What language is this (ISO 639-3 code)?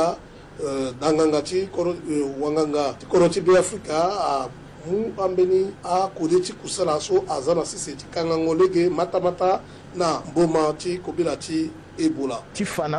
sag